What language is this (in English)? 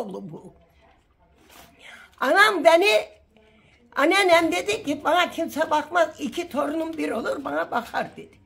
Turkish